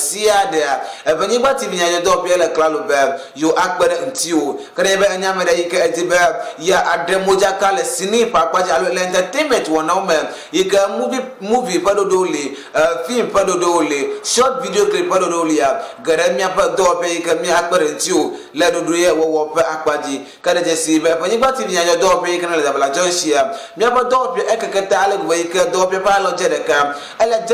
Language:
Ewe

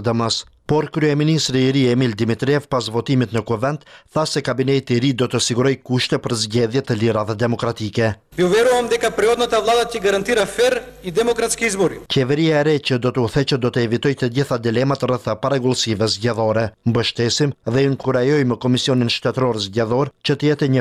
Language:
Albanian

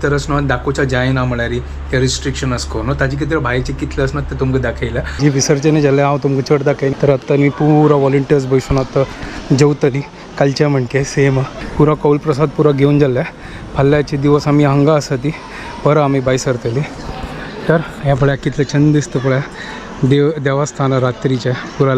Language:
Konkani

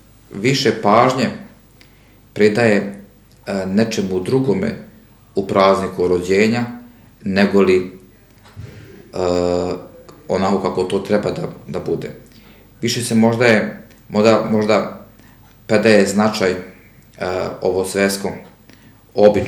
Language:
Serbian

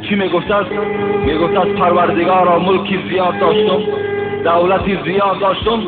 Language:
Tajik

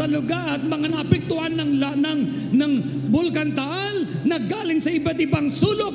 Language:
Filipino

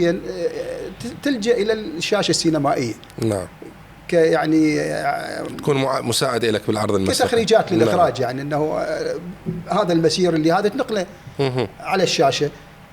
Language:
Mesopotamian Arabic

